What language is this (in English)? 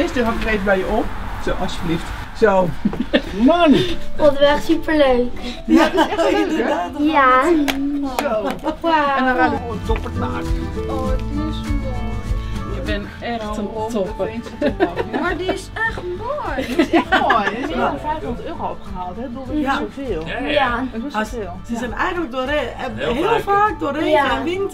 Dutch